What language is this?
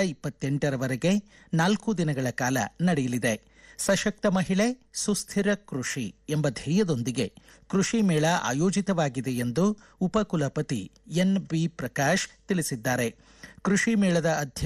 Kannada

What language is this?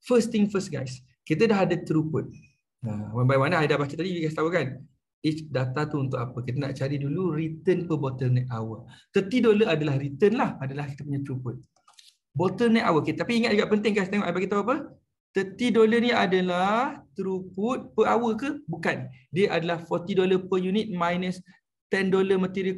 Malay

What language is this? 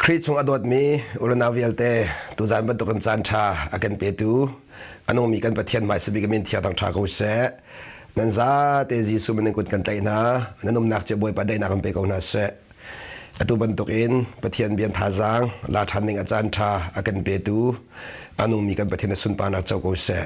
Hakha Chin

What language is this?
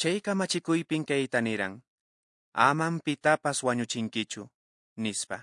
Quechua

